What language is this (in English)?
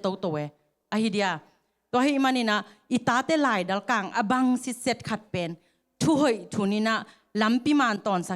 Tedim Chin